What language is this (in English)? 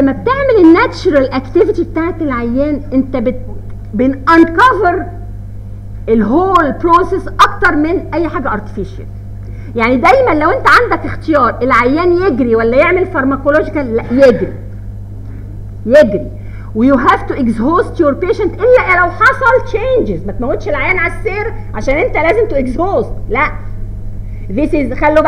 Egyptian Arabic